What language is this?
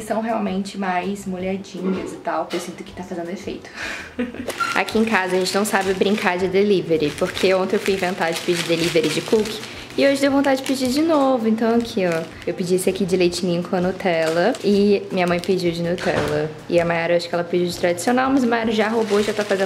Portuguese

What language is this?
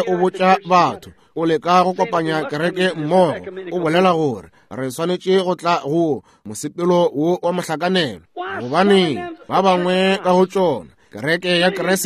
Northern Sotho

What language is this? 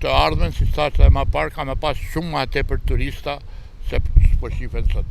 Albanian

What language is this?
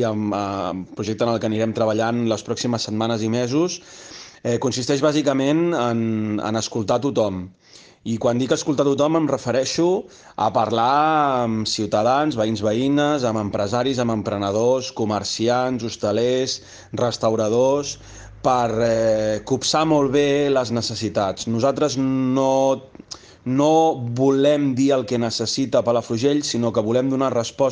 Catalan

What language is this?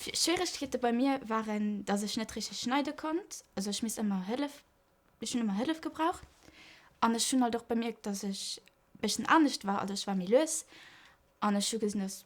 Luxembourgish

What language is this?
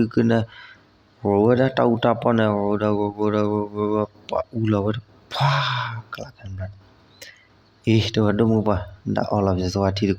S'gaw Karen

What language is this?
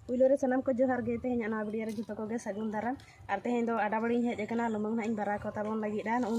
Santali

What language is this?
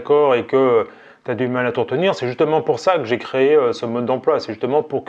French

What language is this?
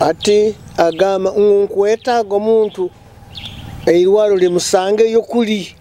Nyoro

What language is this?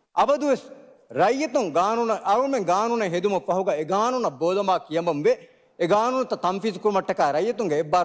Divehi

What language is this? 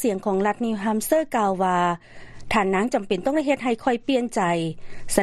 Lao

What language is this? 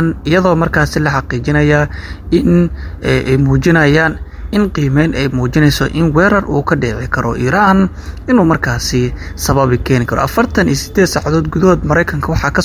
Somali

